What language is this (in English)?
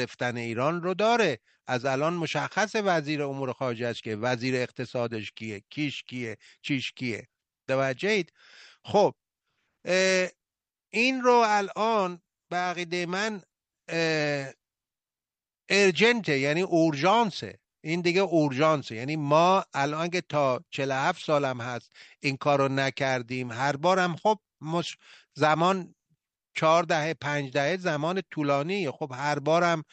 Persian